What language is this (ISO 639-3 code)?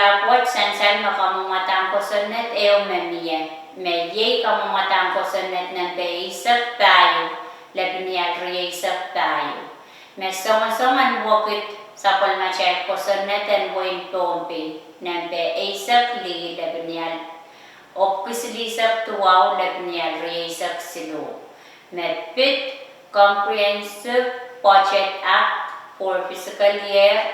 pon